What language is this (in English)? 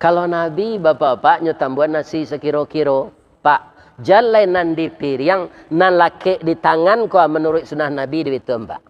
Minangkabau